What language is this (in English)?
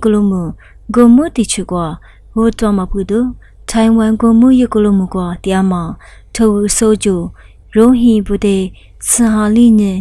Lisu